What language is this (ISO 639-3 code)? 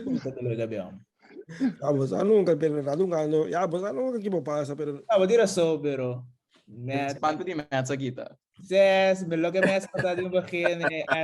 pap